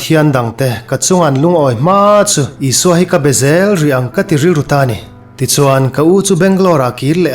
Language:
Mizo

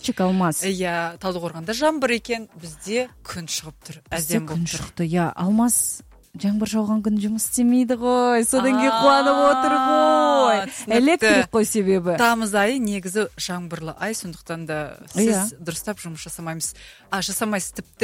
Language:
Kazakh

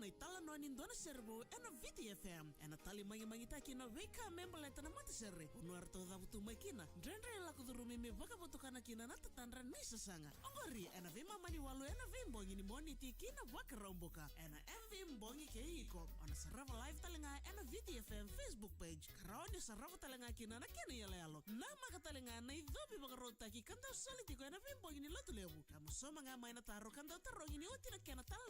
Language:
Fijian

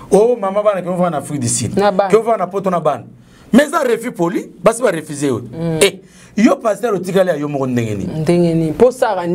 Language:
Lingala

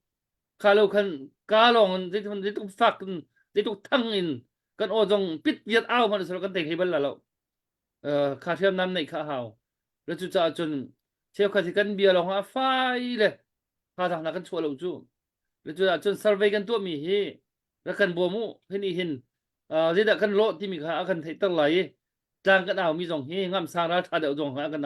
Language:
Hakha Chin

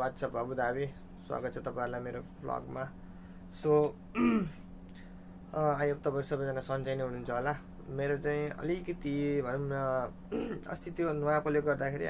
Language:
Nepali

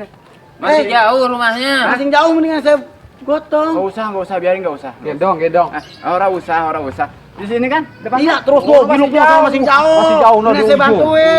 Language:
Betawi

